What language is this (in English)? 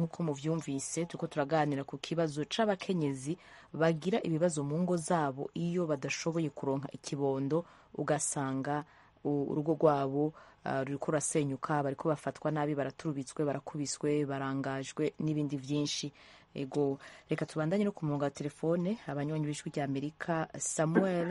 Rundi